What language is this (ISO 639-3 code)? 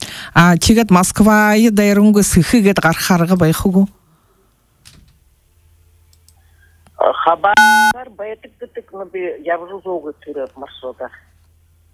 bua